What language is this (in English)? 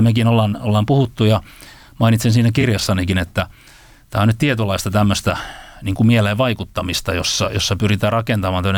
Finnish